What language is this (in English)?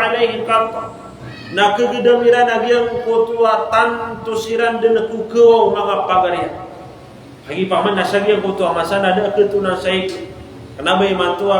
Maranao